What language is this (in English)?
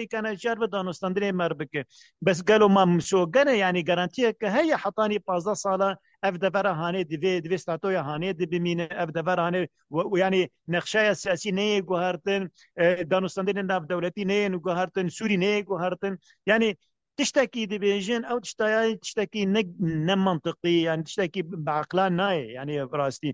Kurdish